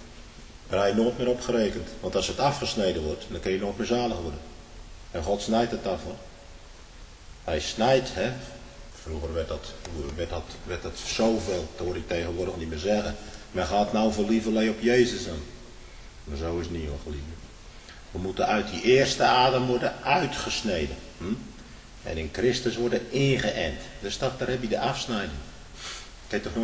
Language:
Dutch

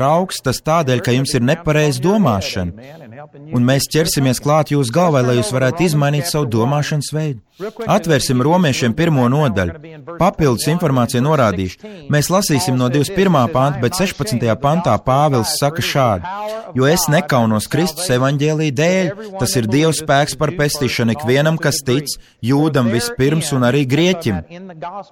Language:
Latvian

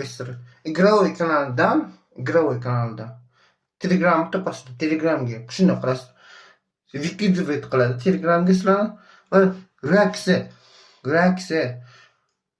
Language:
Uzbek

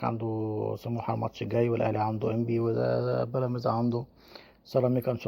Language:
Egyptian Arabic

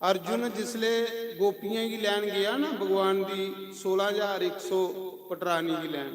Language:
Dogri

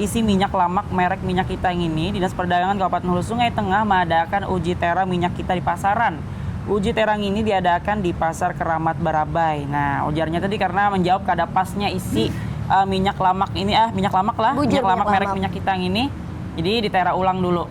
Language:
Banjar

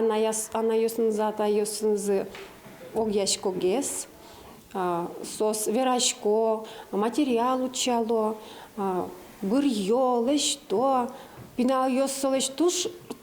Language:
Udmurt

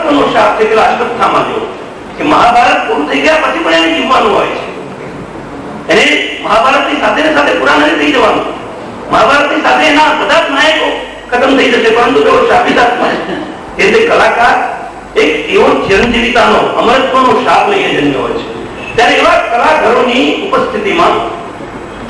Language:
Gujarati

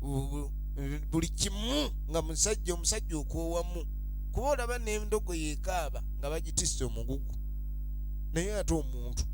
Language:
Ganda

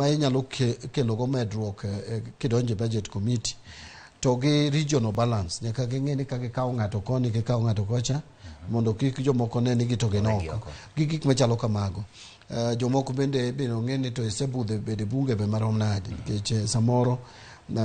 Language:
Luo (Kenya and Tanzania)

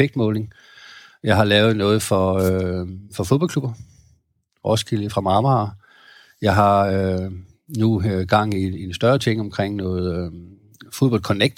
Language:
Danish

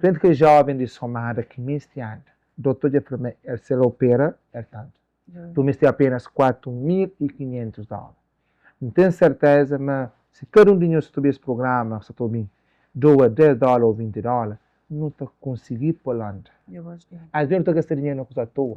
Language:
Kabuverdianu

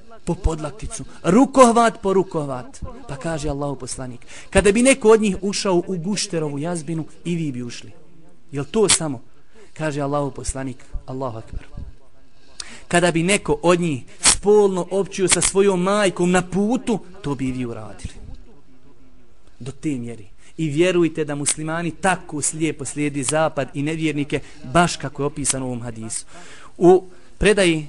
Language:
Bosnian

